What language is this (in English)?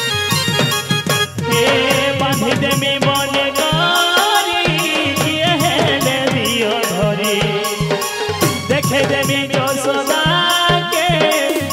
Hindi